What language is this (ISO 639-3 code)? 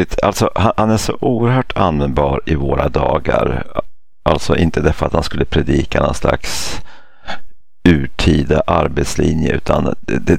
swe